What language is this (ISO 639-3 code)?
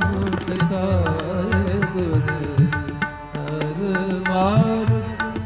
pan